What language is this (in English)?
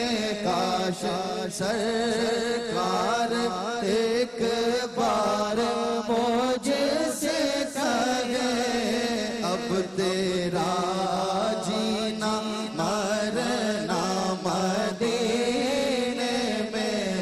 Urdu